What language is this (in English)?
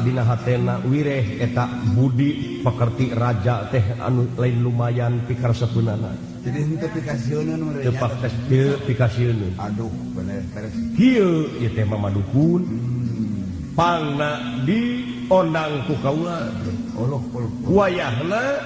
Sundanese